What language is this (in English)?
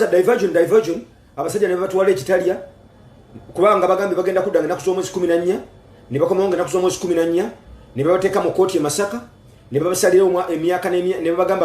Ganda